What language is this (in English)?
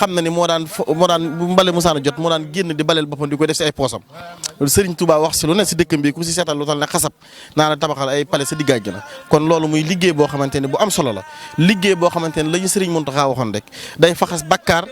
Wolof